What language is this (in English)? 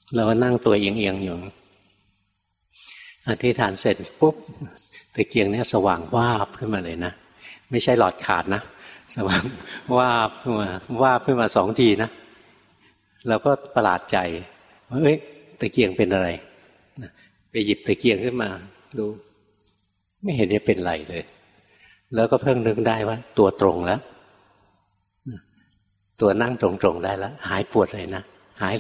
Thai